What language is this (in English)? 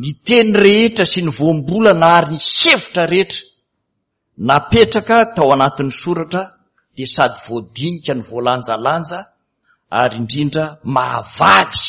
Malagasy